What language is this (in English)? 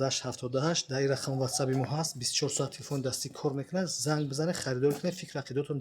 Tajik